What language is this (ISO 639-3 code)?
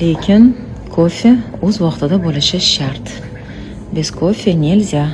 uzb